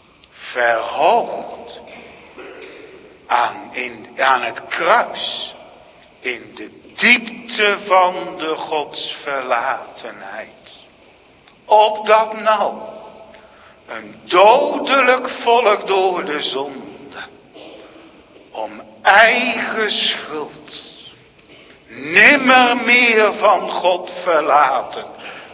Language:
Dutch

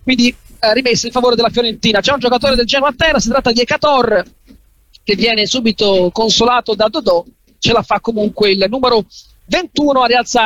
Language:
Italian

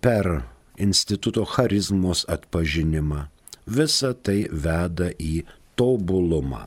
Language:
Lithuanian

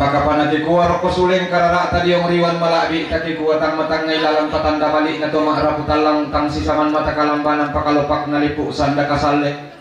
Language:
Toraja-Sa'dan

